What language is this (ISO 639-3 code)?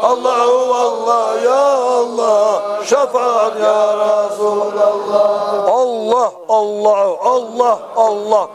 kum